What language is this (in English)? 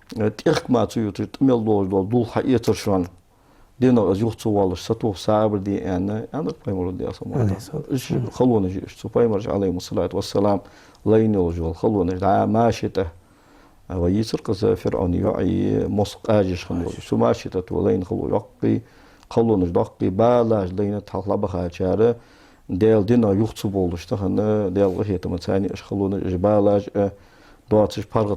Ingush